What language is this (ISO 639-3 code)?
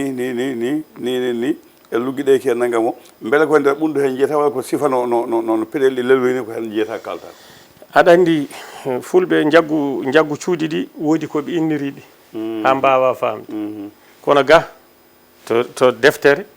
ful